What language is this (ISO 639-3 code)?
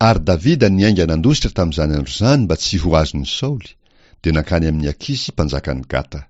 mlg